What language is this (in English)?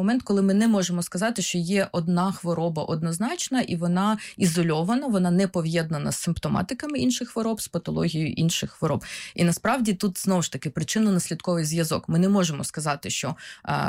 Ukrainian